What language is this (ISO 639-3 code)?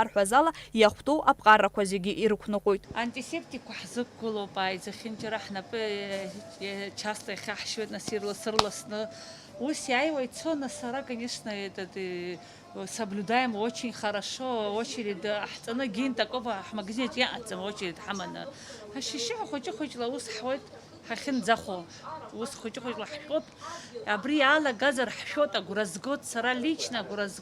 abk